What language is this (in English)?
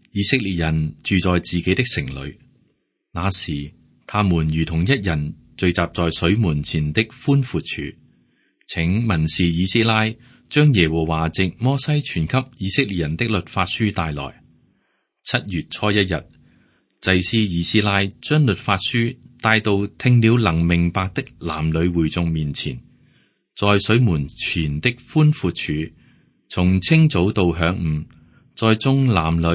Cantonese